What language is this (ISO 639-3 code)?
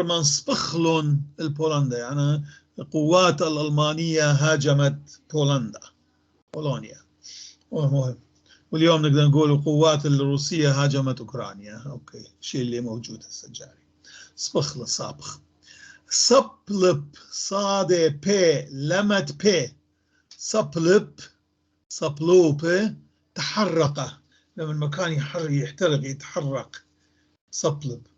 apc